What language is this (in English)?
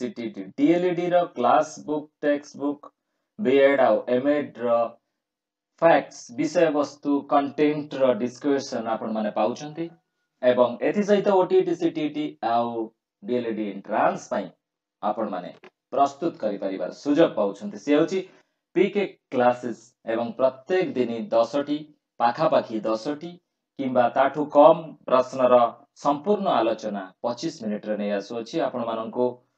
Odia